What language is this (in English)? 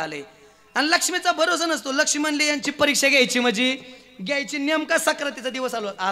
Marathi